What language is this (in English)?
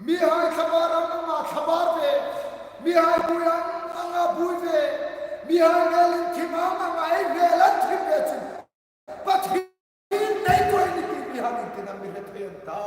Hmar